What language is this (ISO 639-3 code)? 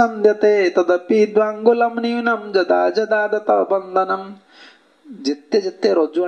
ori